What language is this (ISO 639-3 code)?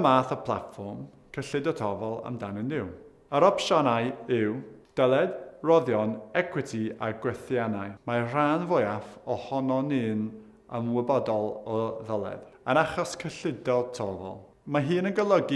cym